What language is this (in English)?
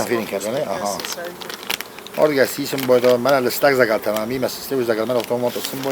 Ossetic